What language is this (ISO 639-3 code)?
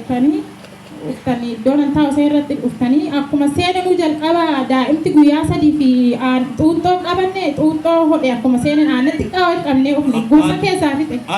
orm